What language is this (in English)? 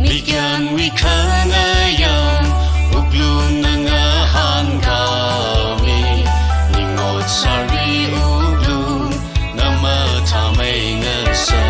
Tangkhul Naga (India)